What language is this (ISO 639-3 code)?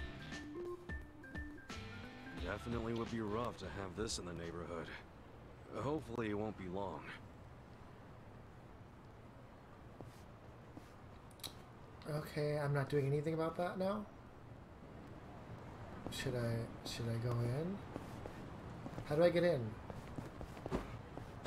eng